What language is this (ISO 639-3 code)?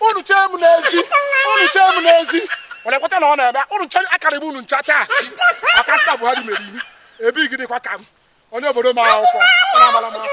ibo